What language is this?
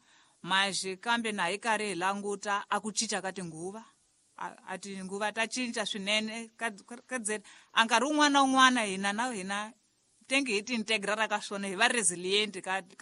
Tsonga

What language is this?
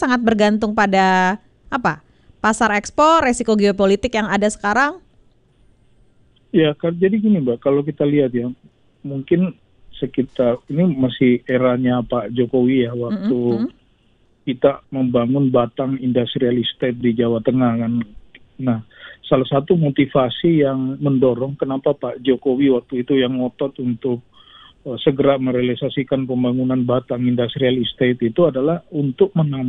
Indonesian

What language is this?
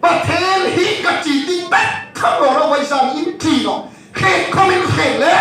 Hmar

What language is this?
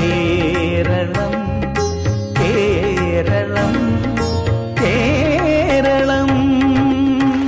Malayalam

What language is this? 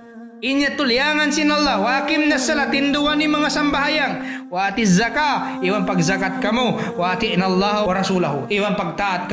Tausug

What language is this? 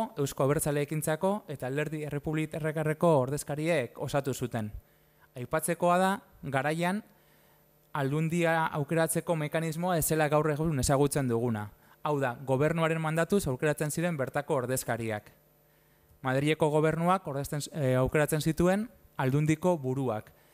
Basque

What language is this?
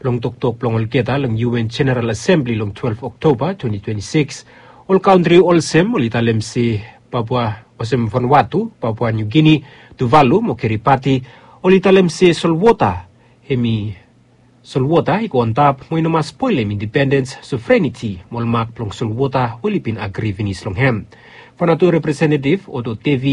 Bislama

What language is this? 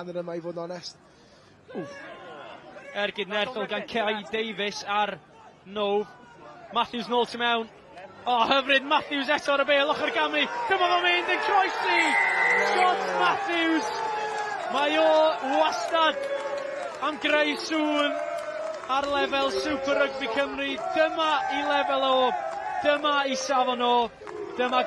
Welsh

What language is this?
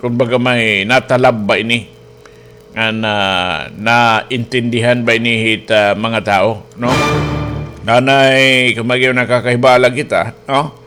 Waray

